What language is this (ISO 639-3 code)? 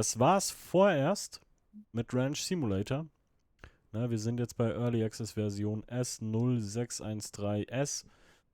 gsw